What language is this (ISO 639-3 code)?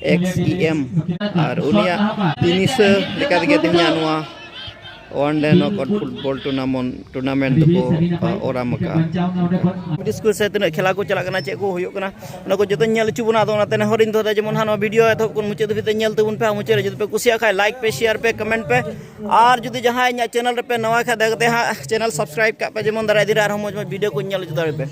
sat